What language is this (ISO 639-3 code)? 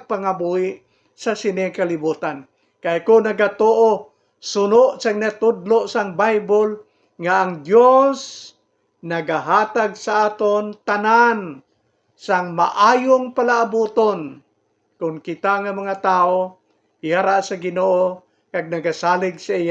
hil